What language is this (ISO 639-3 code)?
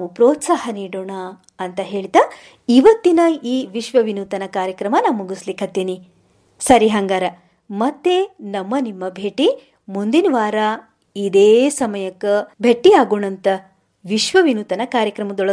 kan